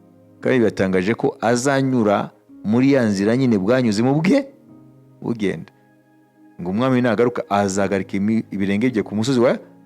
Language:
Kinyarwanda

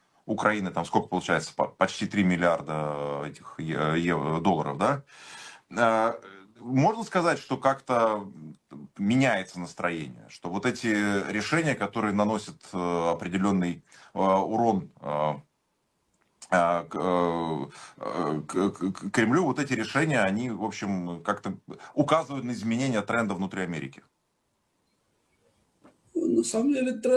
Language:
Russian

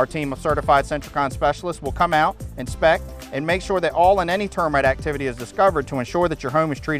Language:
English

